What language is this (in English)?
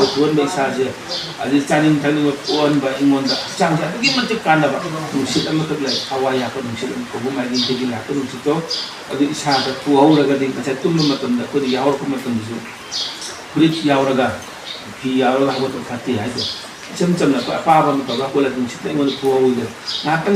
Manipuri